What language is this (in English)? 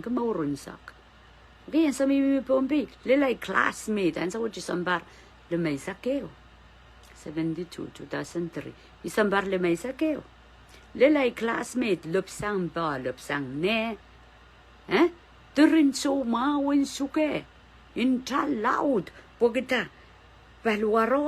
Pohnpeian